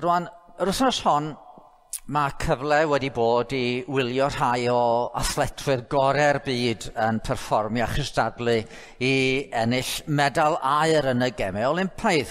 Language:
Welsh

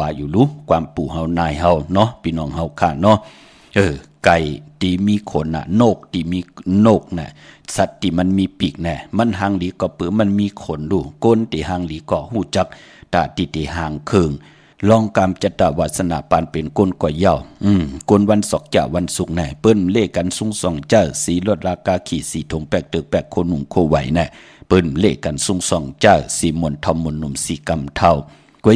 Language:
Shan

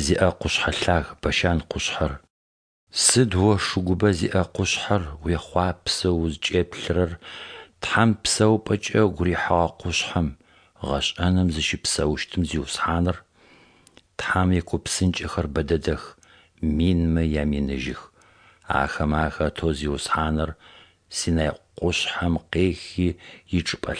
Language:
Adyghe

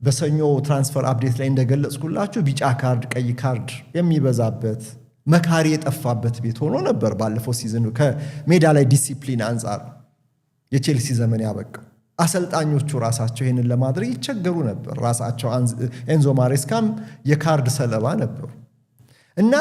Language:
Amharic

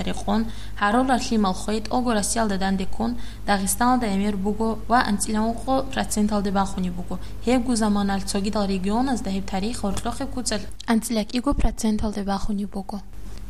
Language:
Avaric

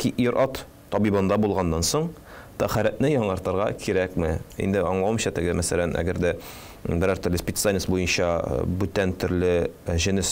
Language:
Tatar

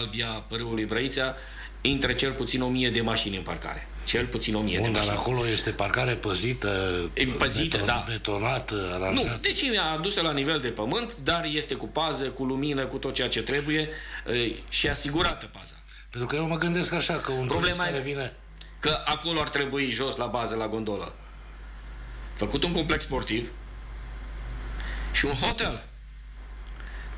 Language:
Romanian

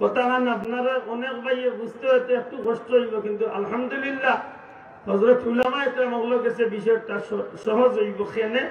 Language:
Sylheti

